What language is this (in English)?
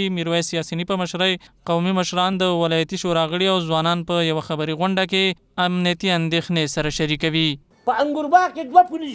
Pashto